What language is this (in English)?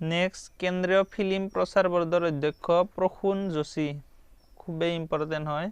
Assamese